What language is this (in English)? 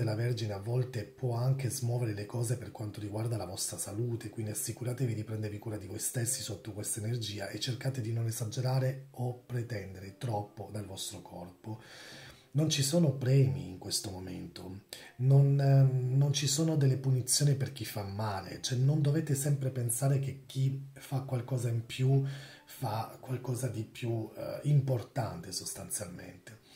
Italian